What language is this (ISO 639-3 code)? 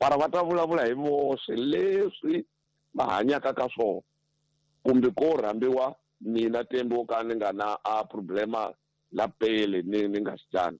tso